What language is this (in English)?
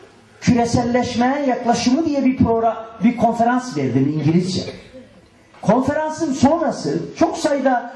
Turkish